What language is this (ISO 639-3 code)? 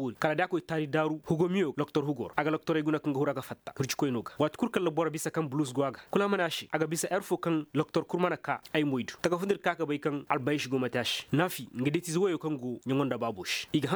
ses